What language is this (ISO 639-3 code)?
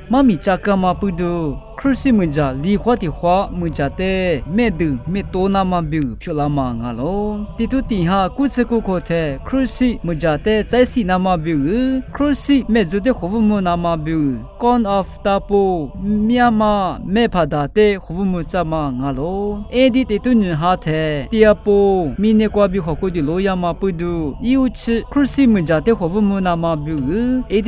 lis